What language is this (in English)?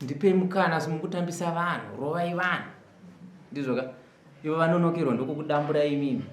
Shona